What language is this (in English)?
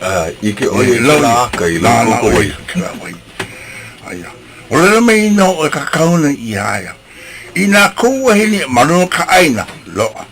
Hawaiian